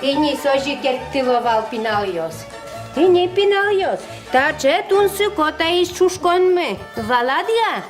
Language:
Udmurt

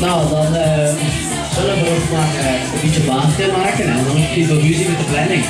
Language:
Limburgish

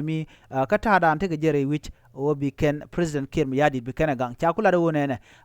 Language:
Nuer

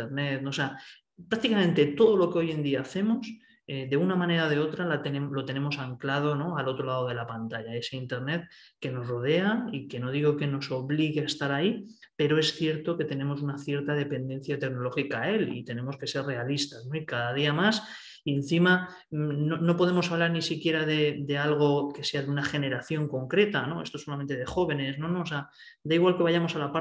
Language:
Spanish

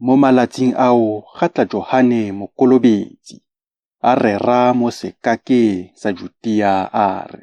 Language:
Tswana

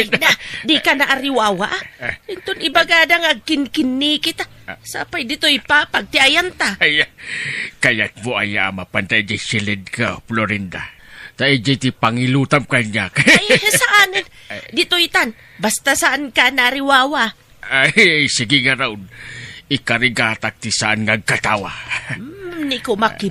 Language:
Iloko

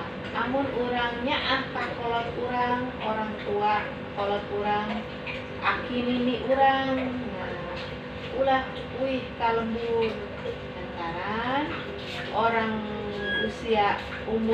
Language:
Sundanese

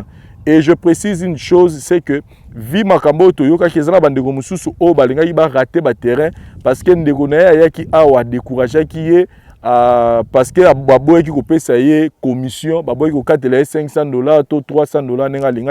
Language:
Lingala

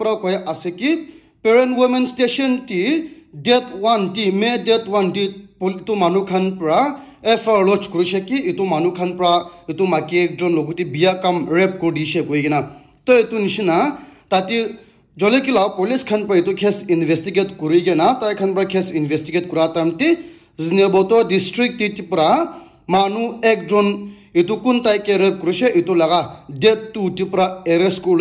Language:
Naga Pidgin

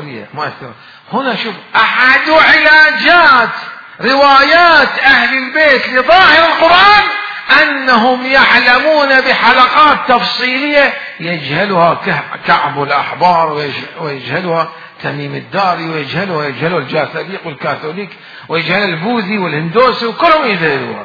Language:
Mesopotamian Arabic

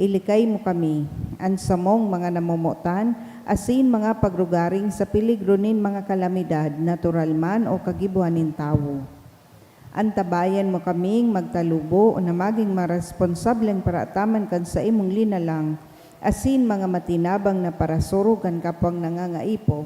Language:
Bikol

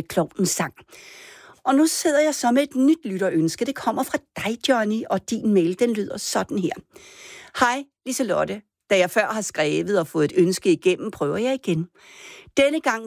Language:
Danish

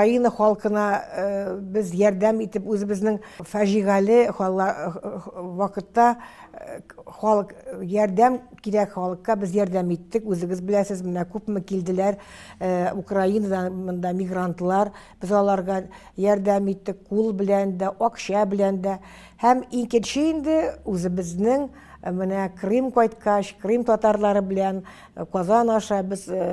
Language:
Tatar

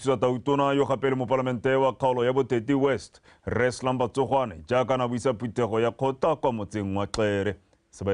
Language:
Tswana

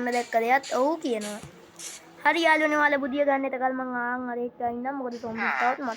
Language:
Sinhala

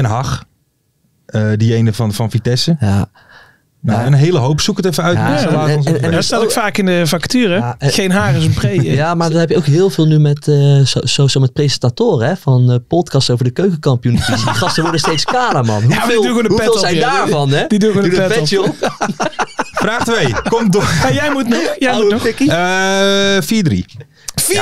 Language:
Dutch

